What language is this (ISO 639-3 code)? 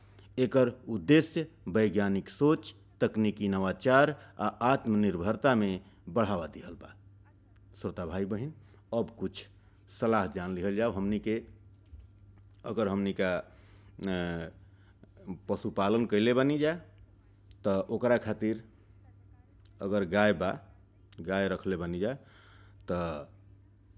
bho